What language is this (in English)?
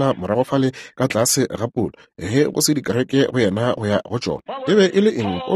Northern Sotho